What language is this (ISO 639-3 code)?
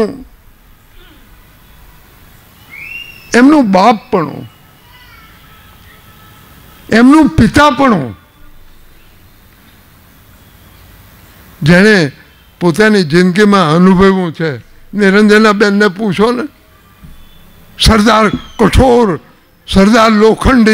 guj